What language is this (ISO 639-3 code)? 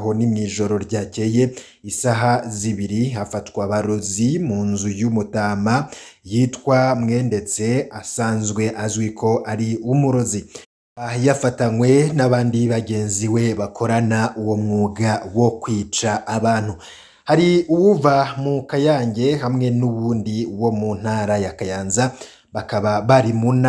run